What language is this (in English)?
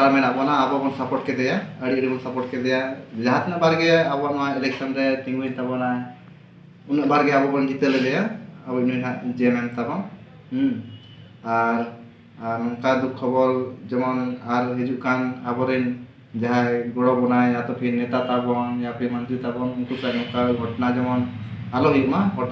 Santali